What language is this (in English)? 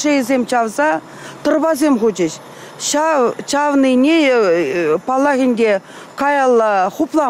Chuvash